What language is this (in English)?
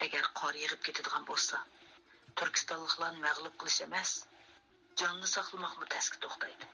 Uyghur